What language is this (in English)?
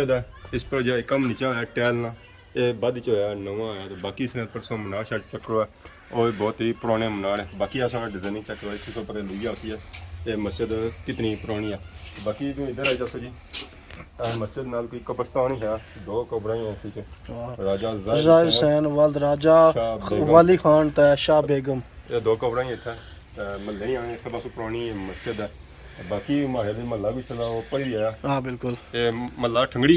Pahari-Potwari